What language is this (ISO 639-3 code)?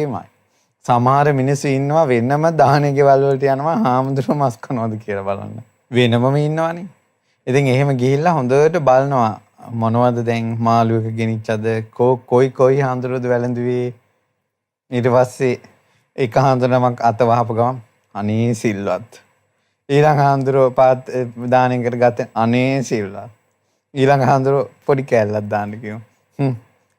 sin